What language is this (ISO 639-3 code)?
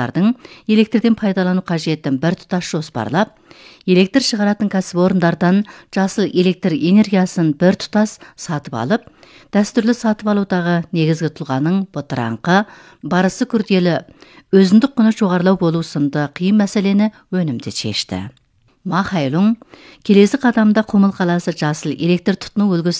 kaz